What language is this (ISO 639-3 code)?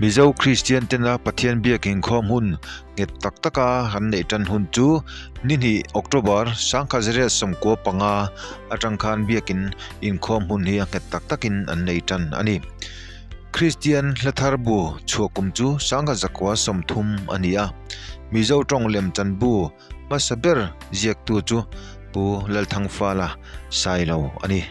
lus